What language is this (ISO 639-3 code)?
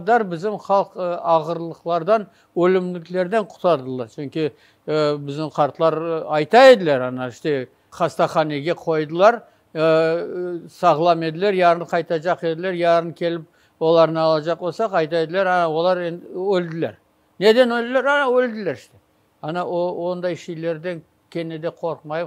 crh